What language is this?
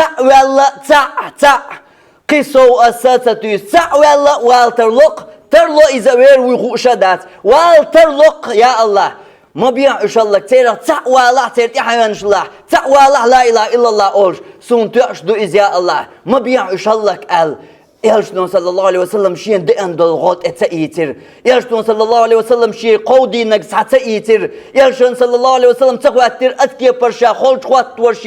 Chechen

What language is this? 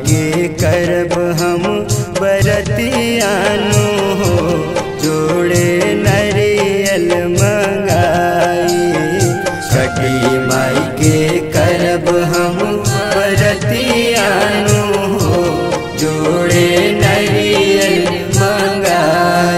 Bhojpuri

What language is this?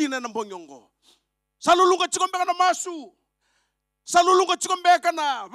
Fijian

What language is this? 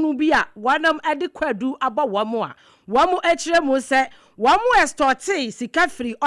Akan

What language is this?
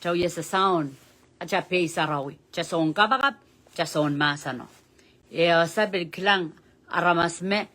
Pohnpeian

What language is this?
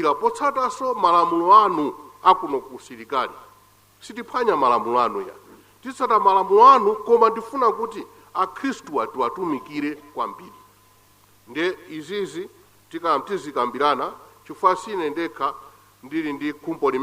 Nyanja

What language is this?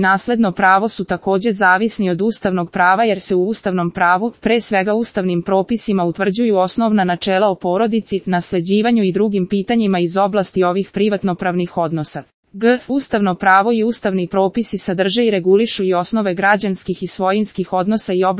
Serbian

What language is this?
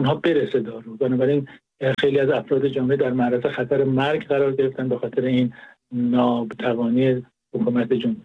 Persian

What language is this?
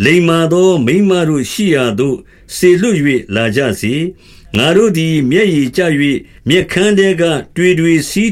Burmese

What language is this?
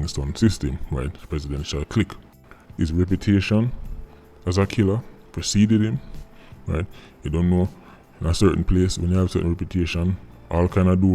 Jamaican Creole English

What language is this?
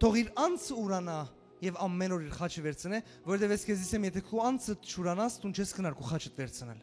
Western Armenian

